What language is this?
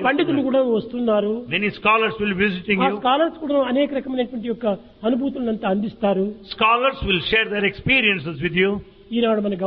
Telugu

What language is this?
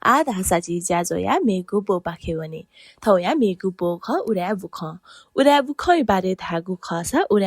Newari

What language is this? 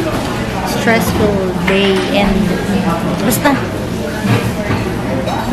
Filipino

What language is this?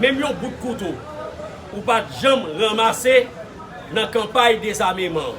Haitian Creole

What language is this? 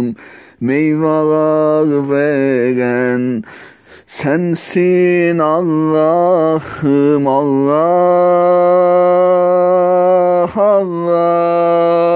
Turkish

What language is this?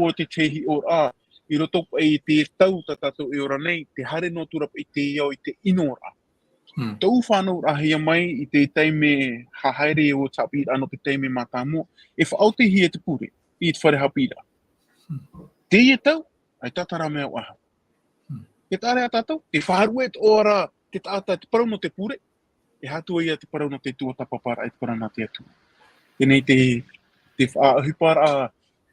Tahitian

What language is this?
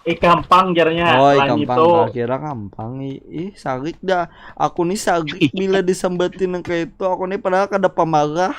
Banjar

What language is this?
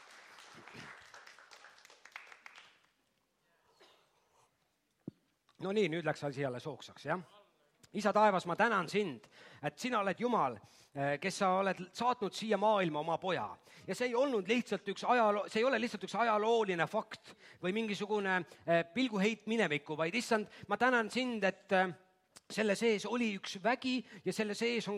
Estonian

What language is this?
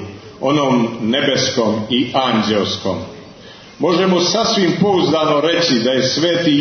Serbian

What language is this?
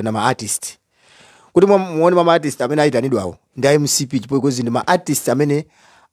Nyanja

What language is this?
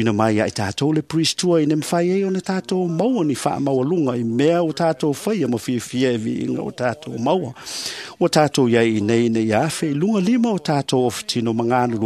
Samoan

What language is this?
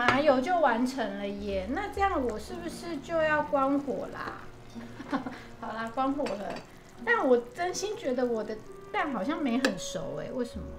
Chinese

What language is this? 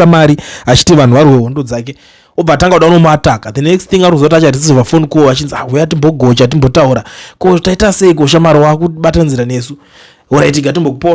Shona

